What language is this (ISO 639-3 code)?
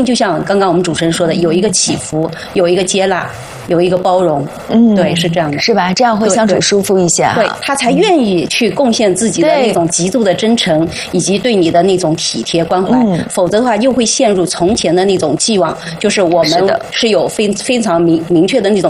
zho